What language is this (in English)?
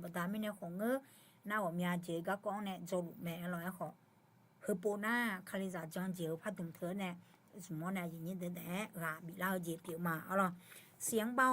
Akha